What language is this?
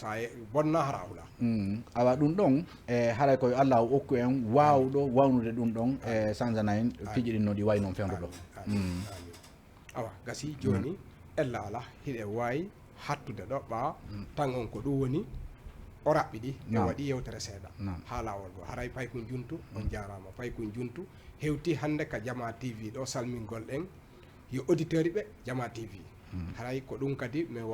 Fula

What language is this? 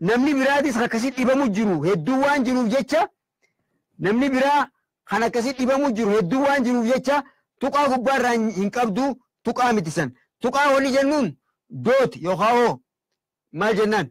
Oromo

